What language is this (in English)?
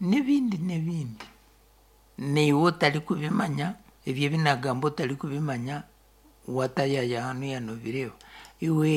Nyankole